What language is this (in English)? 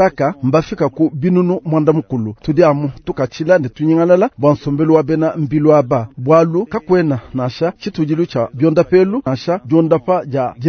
Luba-Lulua